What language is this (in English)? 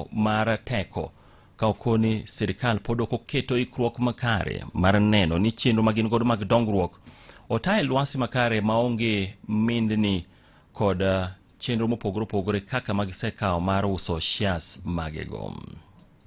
Luo (Kenya and Tanzania)